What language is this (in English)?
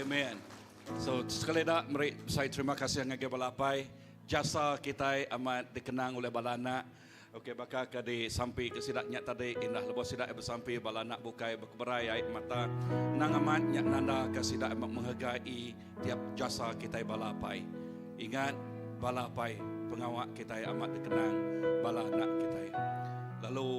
Iban